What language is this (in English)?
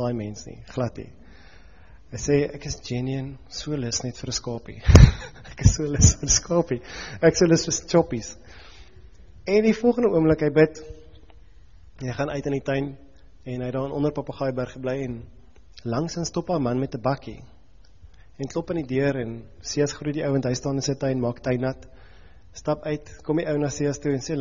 Afrikaans